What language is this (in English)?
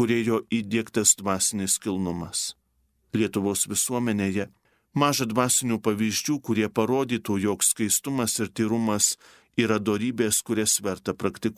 Lithuanian